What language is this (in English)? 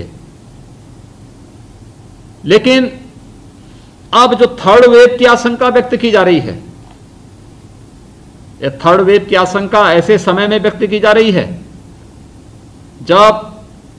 Hindi